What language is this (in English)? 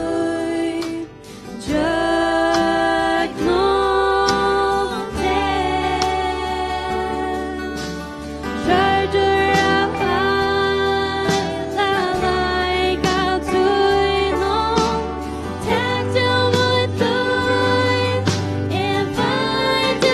Faroese